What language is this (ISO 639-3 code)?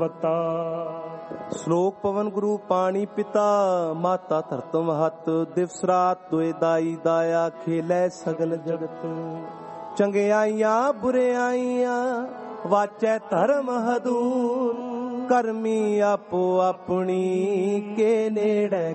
pan